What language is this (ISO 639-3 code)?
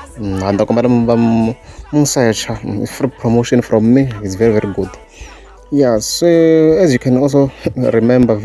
tso